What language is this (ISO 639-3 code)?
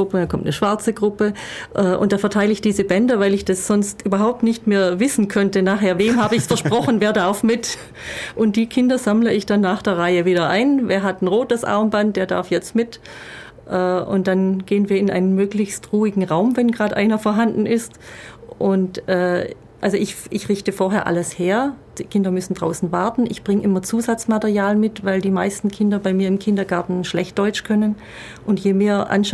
deu